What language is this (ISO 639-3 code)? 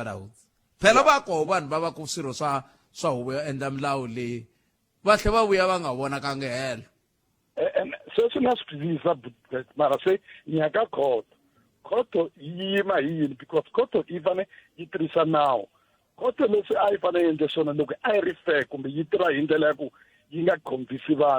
tso